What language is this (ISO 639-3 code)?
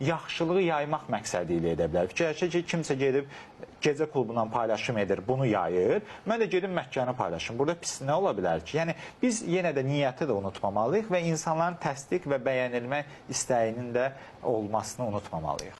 aze